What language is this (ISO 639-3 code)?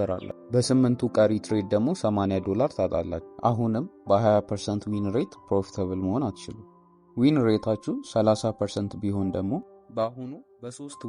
amh